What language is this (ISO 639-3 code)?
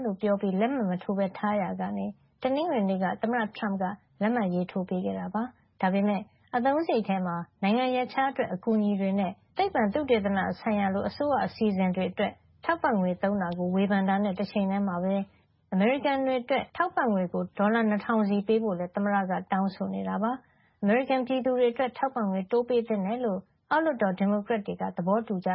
mya